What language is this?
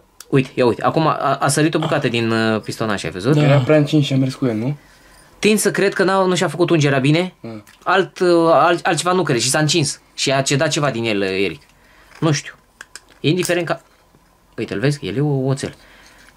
Romanian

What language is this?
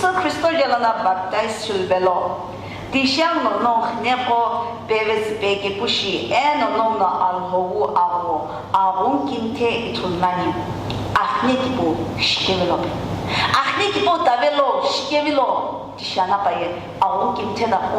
Sumi Naga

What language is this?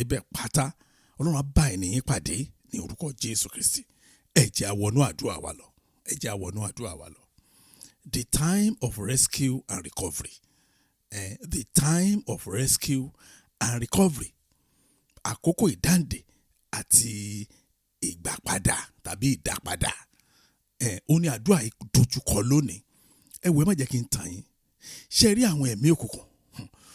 Yoruba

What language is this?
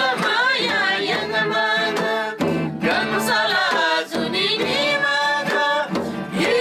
Eastern Tamang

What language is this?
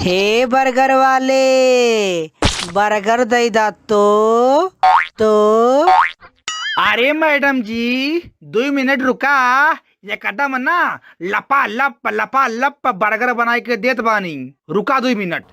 Bhojpuri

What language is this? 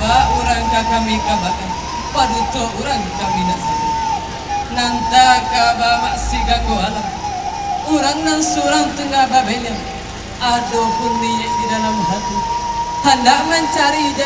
Minangkabau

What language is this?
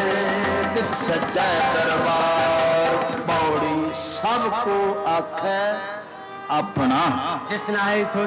Punjabi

